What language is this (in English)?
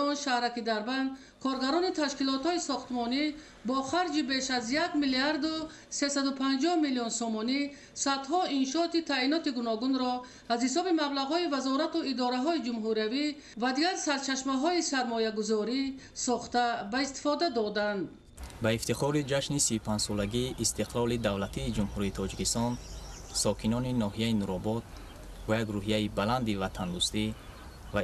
Tajik